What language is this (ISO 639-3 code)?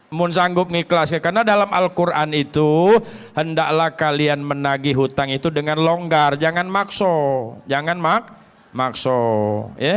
mui